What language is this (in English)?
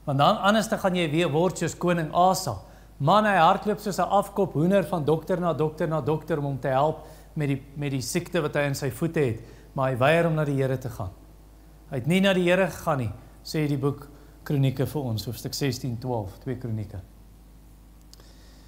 Afrikaans